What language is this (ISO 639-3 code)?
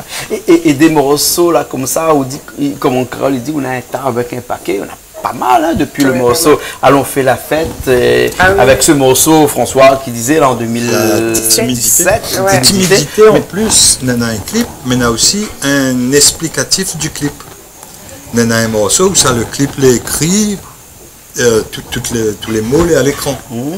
rcf